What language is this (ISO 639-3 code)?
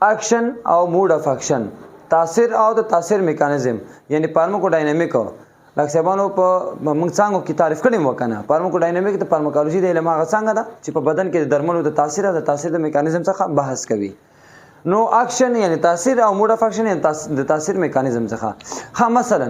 pus